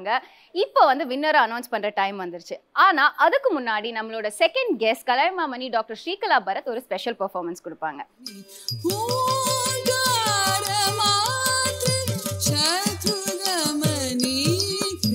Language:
Tamil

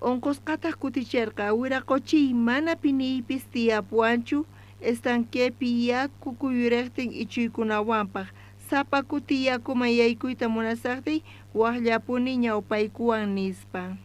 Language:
South Bolivian Quechua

